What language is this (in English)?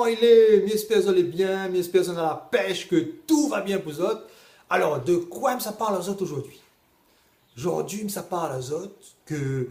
Réunion Creole French